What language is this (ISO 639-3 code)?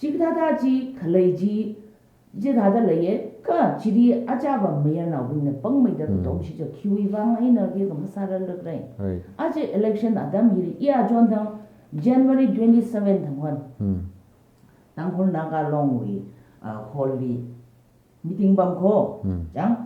nmf